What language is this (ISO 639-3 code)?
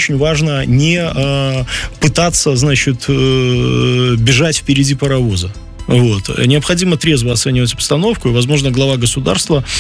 rus